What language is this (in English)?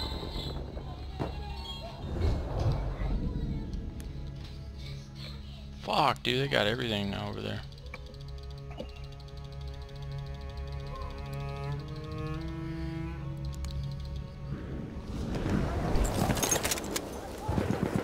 English